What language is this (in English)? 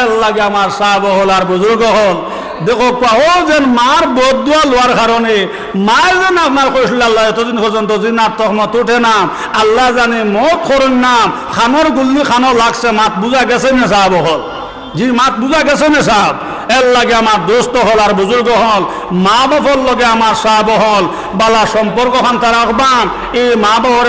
Sylheti